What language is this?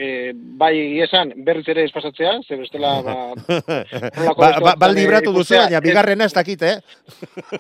Basque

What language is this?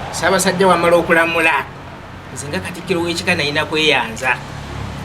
Ganda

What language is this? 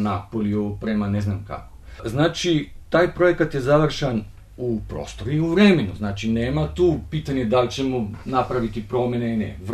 Bosnian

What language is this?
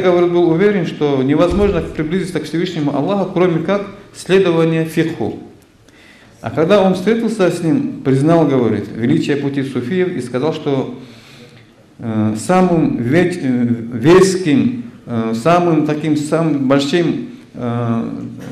Russian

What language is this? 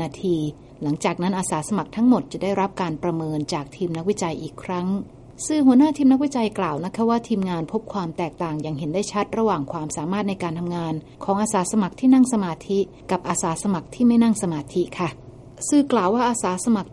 Thai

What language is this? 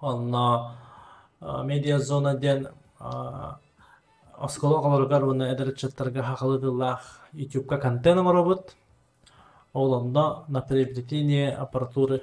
Yakut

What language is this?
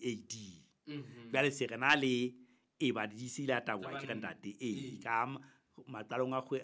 Southern Sotho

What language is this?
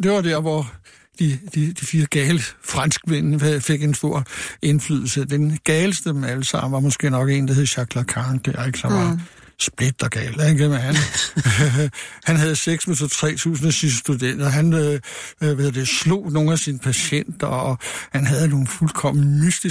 Danish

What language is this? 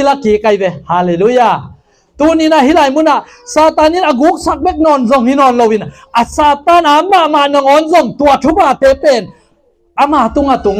Tedim Chin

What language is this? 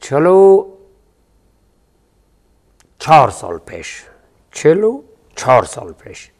Tajik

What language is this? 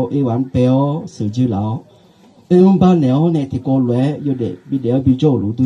Akha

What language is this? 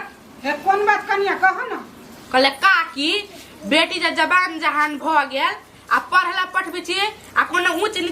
Maithili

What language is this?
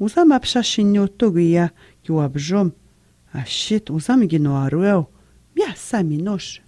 Atikamekw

